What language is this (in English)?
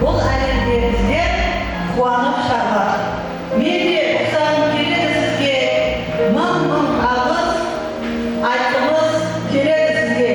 Kara-Kalpak